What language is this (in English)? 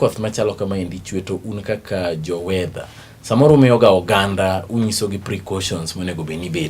Luo (Kenya and Tanzania)